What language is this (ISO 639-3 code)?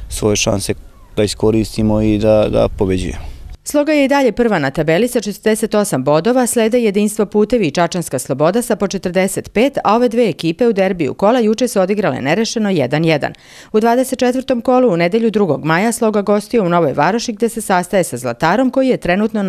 srp